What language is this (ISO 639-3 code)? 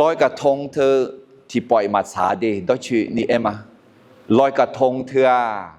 ahk